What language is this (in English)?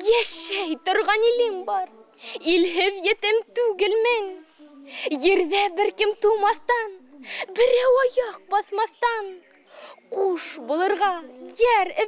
Bashkir